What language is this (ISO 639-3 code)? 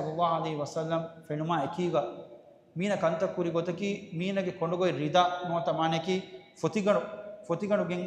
div